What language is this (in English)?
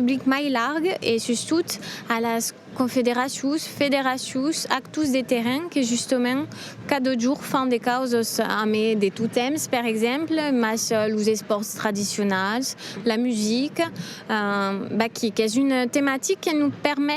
Occitan